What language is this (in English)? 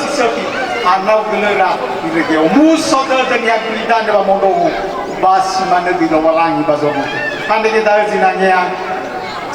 Nias